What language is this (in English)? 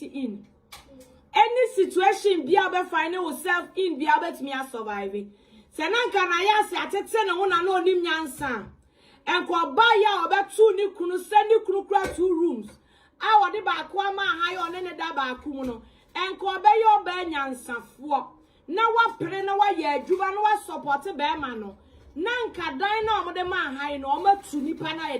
Akan